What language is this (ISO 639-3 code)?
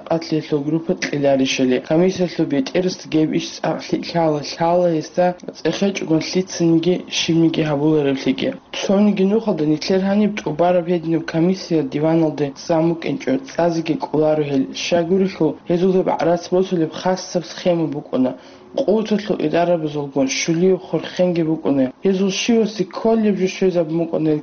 ava